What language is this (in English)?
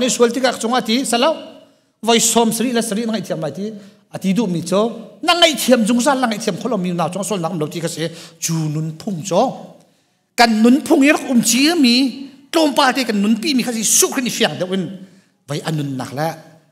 Hakha Chin